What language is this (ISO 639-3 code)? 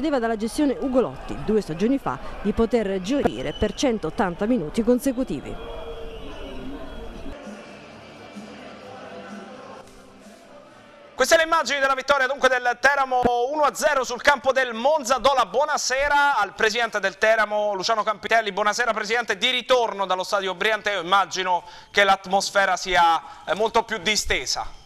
ita